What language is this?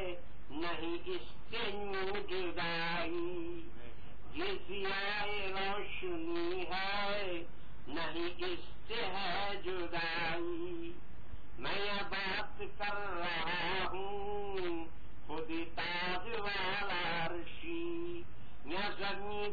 Urdu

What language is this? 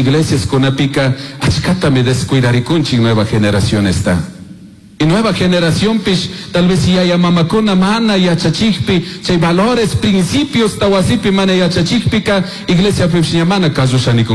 Chimborazo Highland Quichua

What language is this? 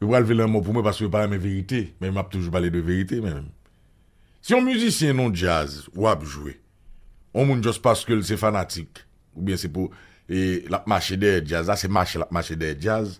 Haitian Creole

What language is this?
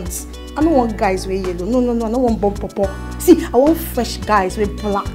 Nigerian Pidgin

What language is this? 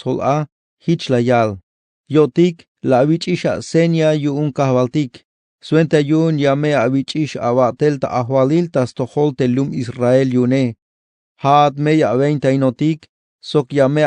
Tzeltal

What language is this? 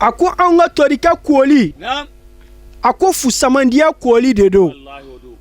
Bambara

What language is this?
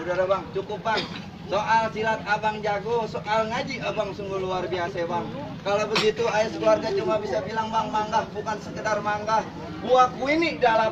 Betawi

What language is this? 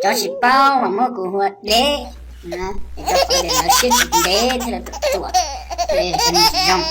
Hmong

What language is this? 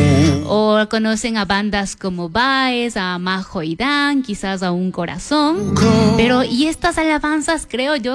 Spanish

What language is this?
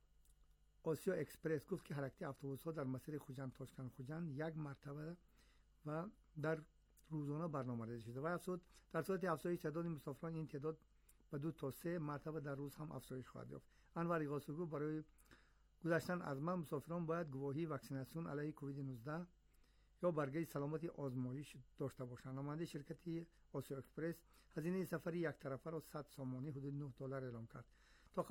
Persian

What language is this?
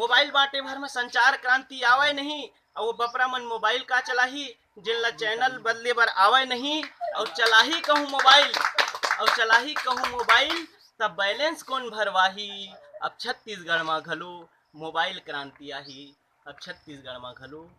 Chhattisgarhi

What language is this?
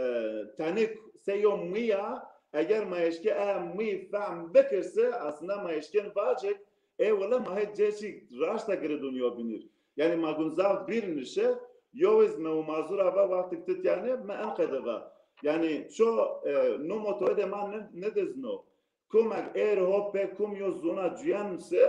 Zaza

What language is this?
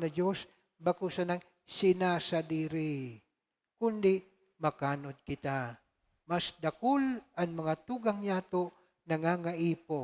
Bikol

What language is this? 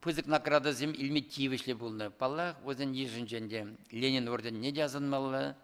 Chuvash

